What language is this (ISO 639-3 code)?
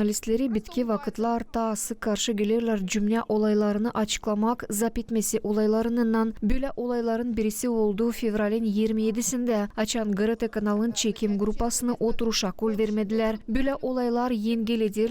gag